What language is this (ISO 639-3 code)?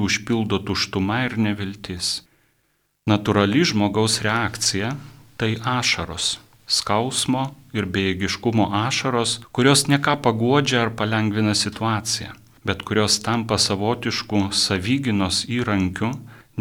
lit